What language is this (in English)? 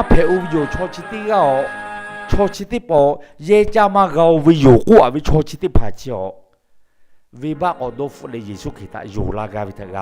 Lahu